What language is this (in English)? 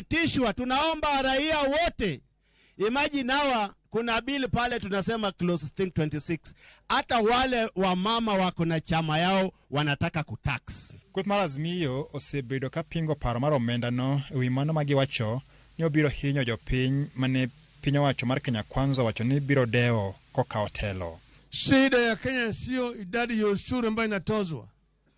Luo (Kenya and Tanzania)